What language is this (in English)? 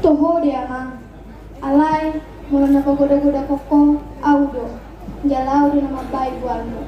Batak Toba